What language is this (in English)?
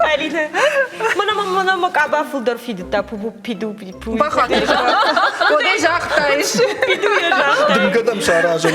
Ossetic